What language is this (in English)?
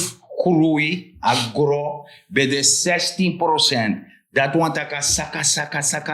Sranan Tongo